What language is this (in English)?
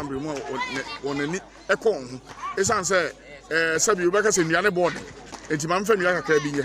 Akan